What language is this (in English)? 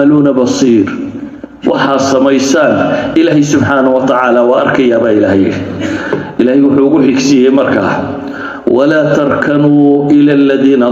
Somali